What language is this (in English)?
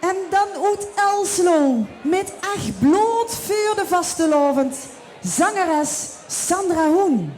Limburgish